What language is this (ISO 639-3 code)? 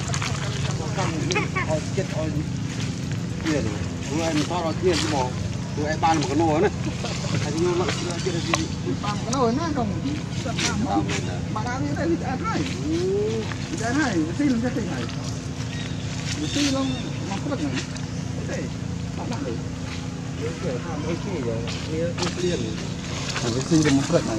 vie